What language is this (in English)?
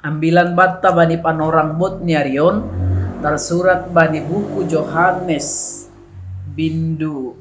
Batak Simalungun